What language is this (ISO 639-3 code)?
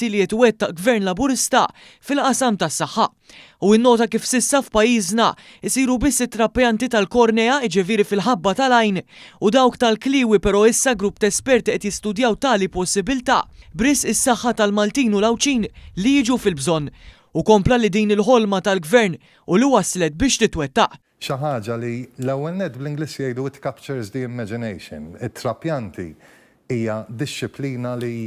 mlt